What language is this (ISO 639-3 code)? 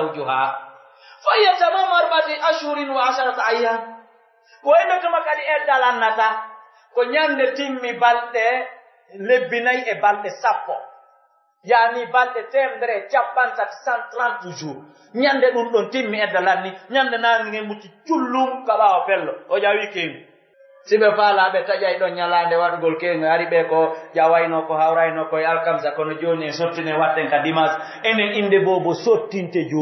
fuf